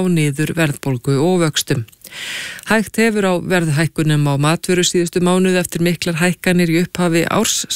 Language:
Icelandic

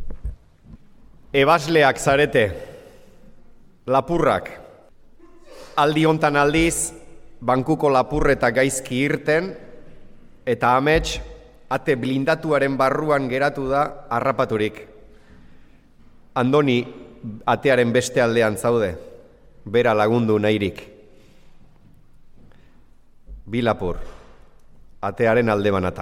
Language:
Basque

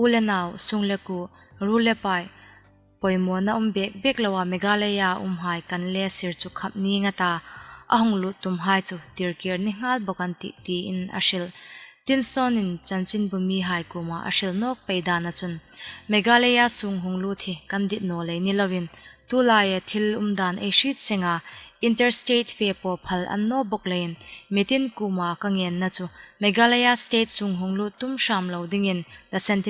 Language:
Hmar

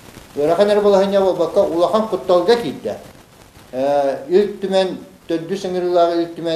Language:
Yakut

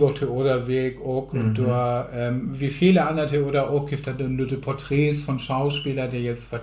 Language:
Low German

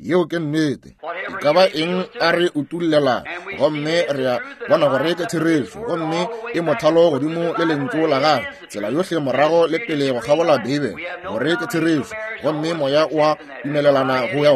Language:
Northern Sotho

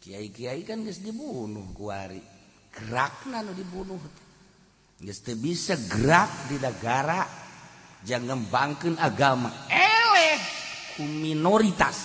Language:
Sundanese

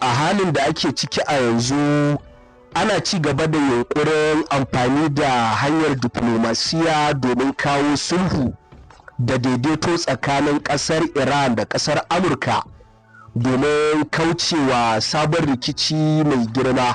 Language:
Hausa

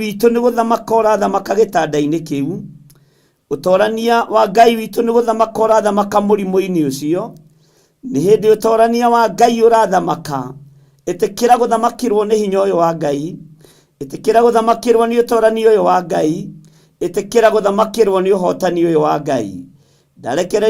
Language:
Kikuyu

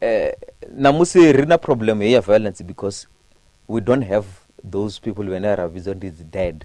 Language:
Venda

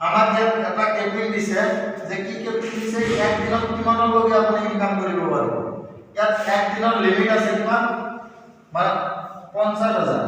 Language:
Assamese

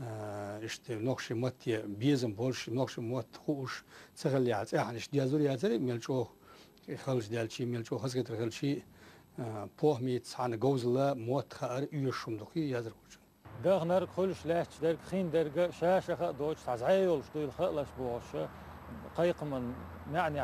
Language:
Chechen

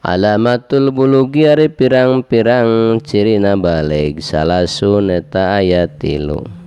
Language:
Sundanese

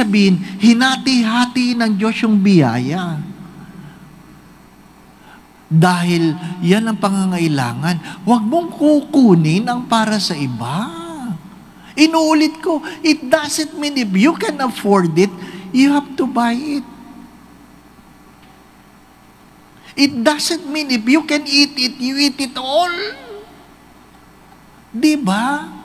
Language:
Filipino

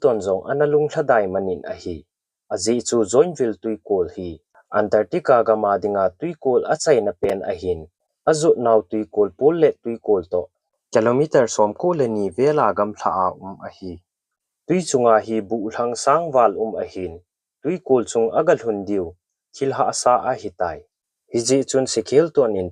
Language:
Thado Chin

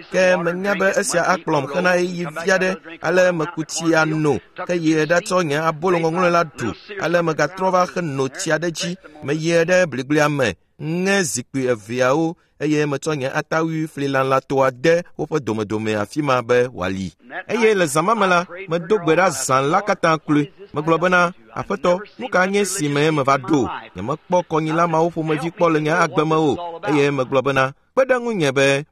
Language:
Ewe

